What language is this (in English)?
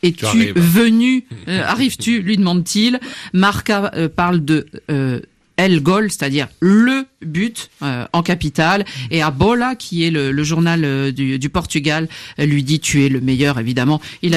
French